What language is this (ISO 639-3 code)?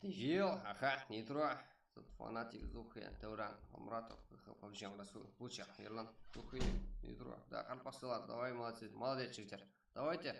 kaa